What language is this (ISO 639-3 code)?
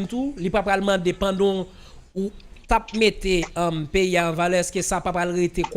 hat